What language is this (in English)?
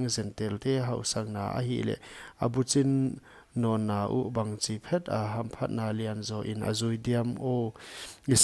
Paite Chin